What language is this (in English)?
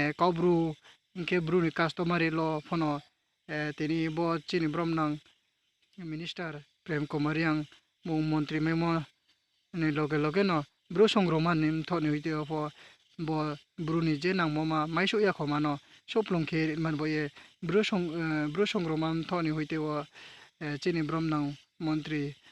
Riang (India)